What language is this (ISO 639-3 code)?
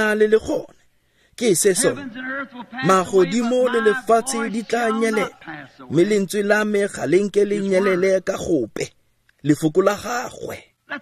tsn